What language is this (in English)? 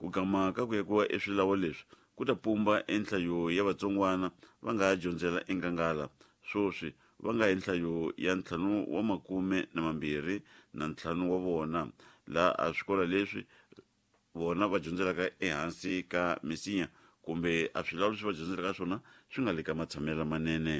Tsonga